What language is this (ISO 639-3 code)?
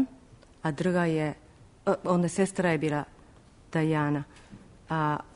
srp